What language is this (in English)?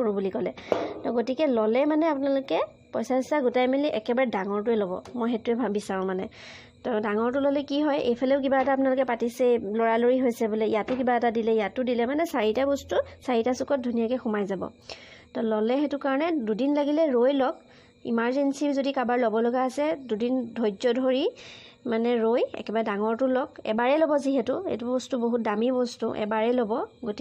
Assamese